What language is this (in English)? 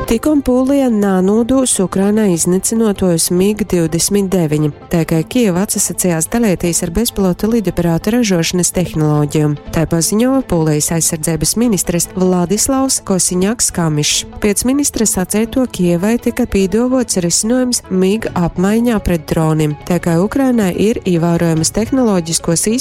Latgalian